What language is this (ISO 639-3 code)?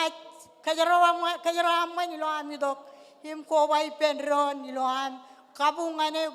mah